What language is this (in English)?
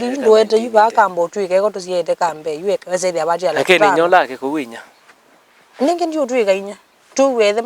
Kamba